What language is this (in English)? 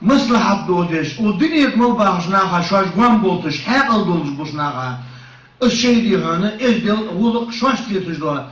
Ingush